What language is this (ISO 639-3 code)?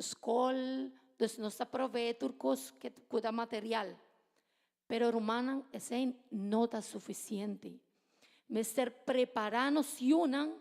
pap